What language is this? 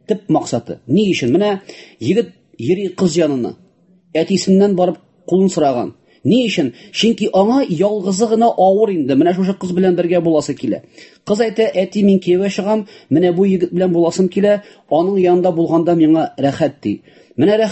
Tatar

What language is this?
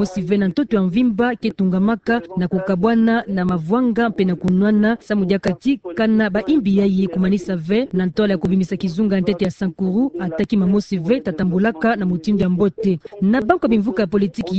Kituba (Democratic Republic of Congo)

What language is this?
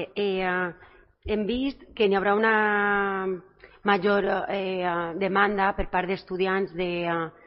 Catalan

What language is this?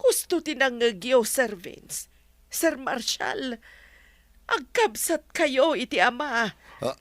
Iloko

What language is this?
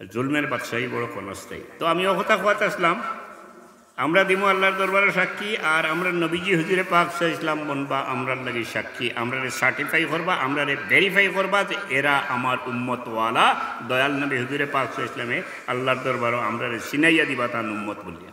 Sylheti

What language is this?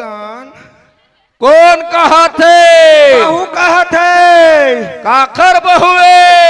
Chhattisgarhi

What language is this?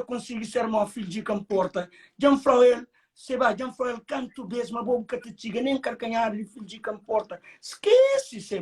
Kabuverdianu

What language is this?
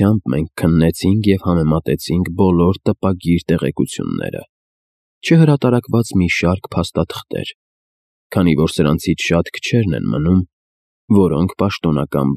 Armenian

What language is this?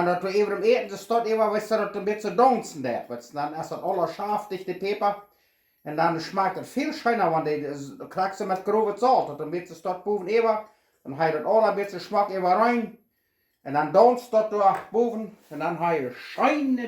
Plautdietsch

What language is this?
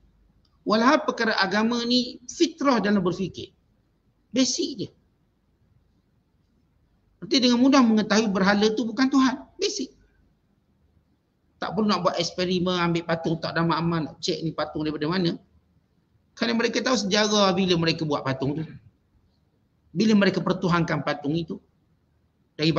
Malay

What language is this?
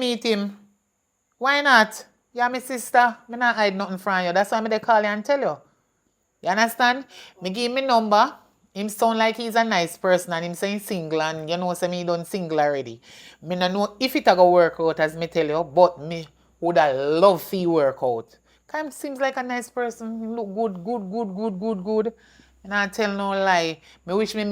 Jamaican Creole English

